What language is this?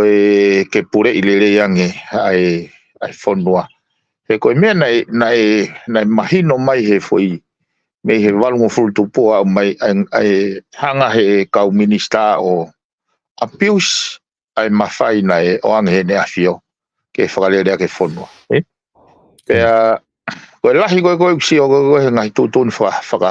Tongan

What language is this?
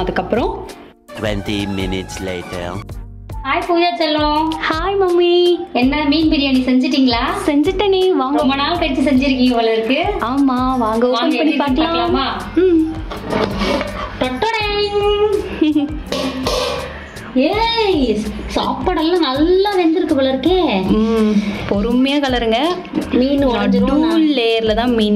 Tamil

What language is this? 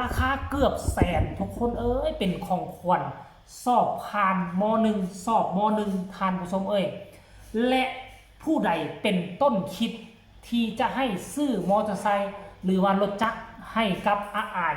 Northeastern Thai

